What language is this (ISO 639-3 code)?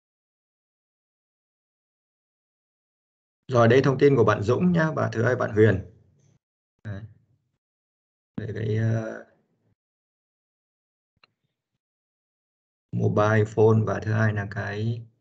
vie